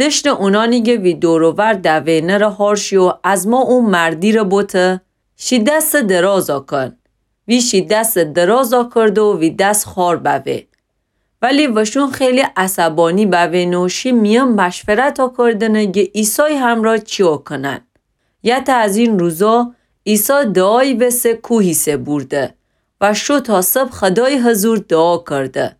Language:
Gilaki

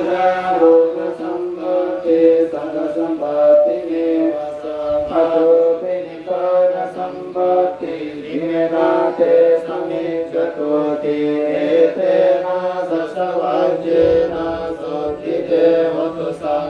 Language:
Pali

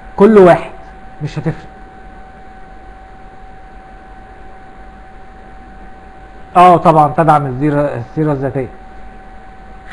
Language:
Egyptian Arabic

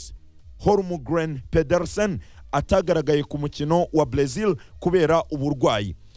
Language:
Kinyarwanda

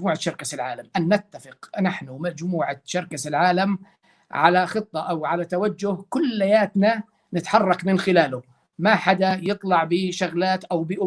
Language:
North Levantine Arabic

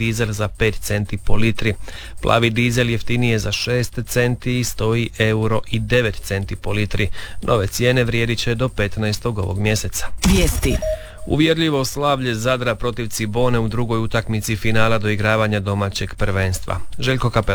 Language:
Croatian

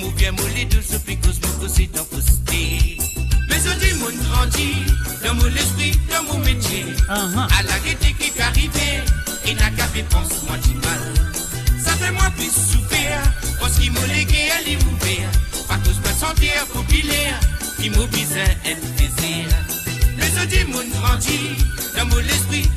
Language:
Morisyen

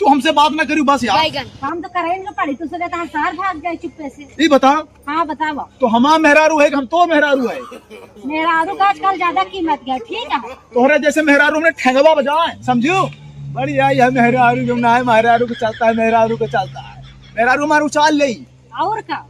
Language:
Awadhi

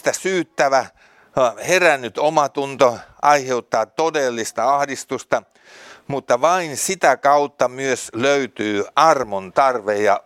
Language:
Finnish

